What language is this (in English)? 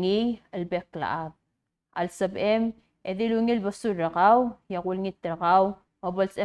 Palauan